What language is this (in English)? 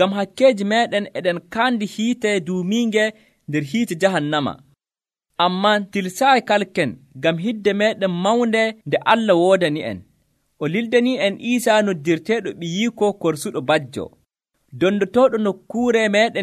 Nigerian Fulfulde